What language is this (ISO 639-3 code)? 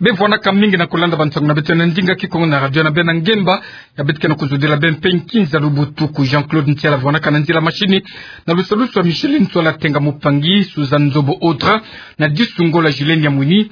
ktu